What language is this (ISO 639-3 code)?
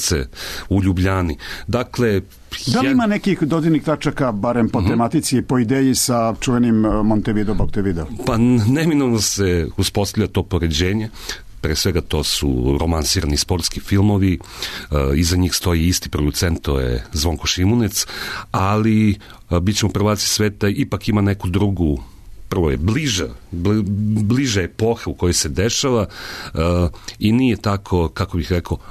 srp